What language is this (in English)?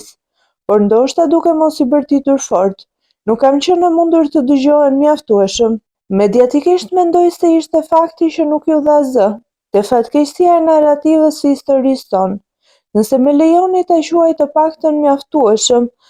Albanian